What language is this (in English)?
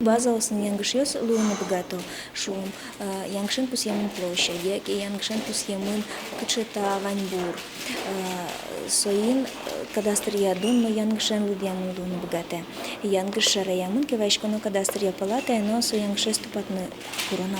Udmurt